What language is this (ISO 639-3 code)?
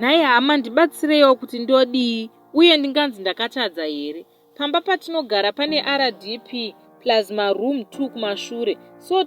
sna